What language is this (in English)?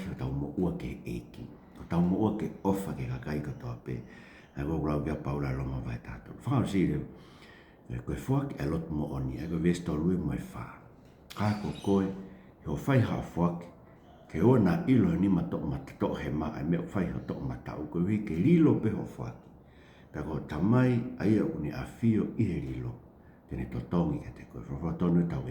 Tongan